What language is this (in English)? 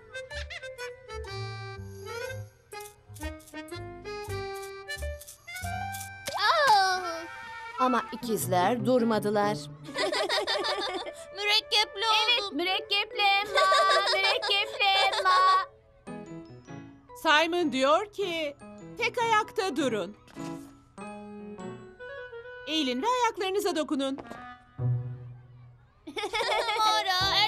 Turkish